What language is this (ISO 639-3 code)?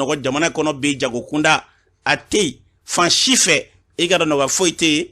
bam